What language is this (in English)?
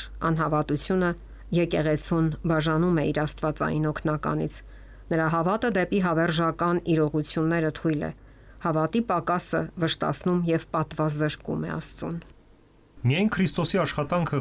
Armenian